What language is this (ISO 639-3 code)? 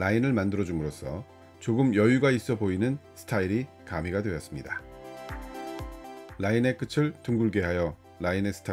kor